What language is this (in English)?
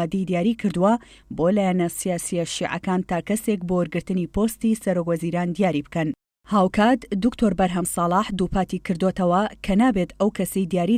Central Kurdish